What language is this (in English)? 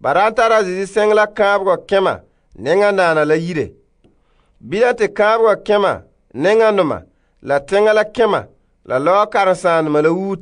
Frafra